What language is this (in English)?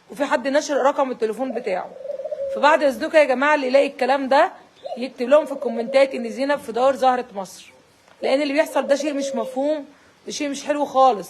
Egyptian Arabic